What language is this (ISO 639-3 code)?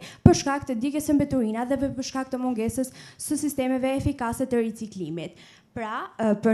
sqi